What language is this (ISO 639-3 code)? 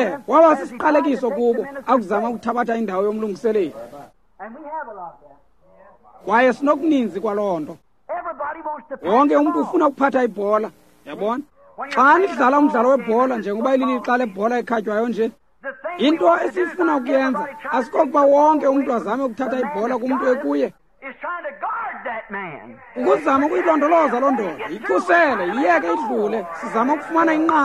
xho